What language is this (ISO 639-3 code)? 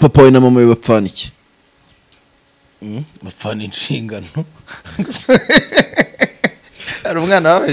kin